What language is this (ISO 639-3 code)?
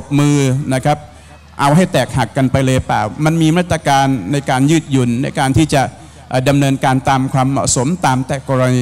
tha